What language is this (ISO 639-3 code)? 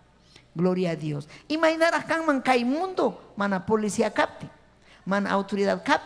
quy